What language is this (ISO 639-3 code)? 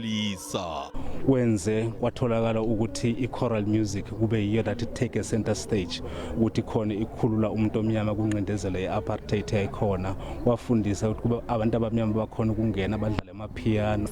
zul